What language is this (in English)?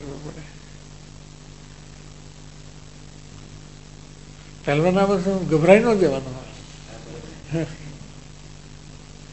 Gujarati